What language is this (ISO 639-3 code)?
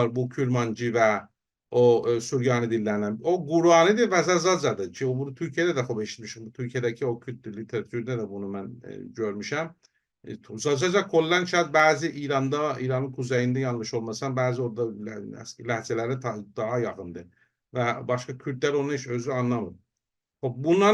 azb